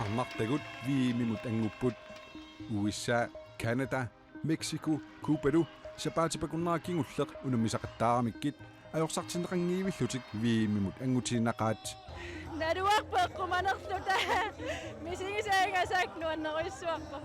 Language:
Kalaallisut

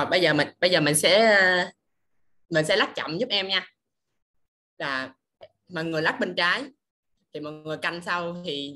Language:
Vietnamese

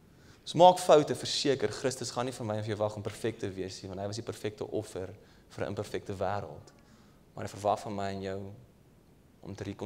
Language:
Afrikaans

